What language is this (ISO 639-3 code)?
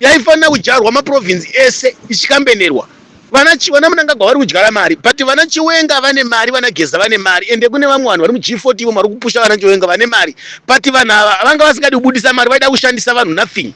sna